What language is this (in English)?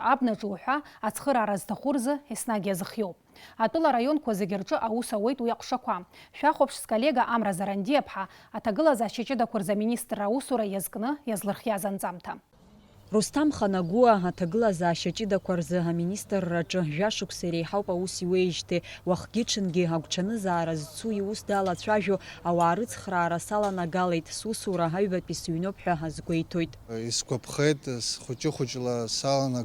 Abkhazian